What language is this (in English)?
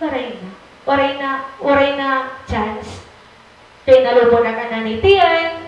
Waray